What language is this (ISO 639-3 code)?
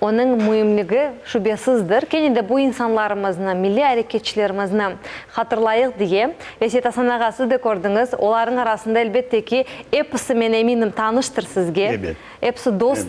crh